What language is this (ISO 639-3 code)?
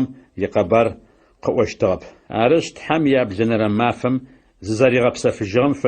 ady